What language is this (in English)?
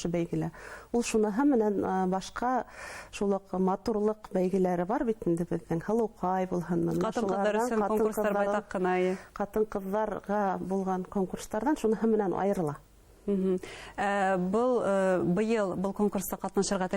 Bashkir